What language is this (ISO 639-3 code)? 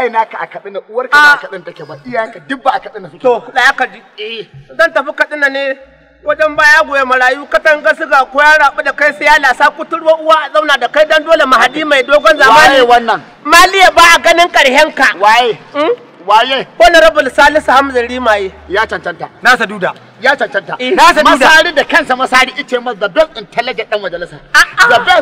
hau